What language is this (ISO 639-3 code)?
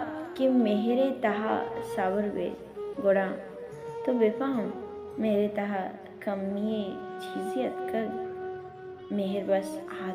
bal